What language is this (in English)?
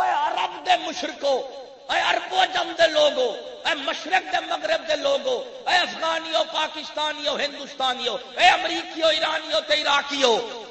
Saraiki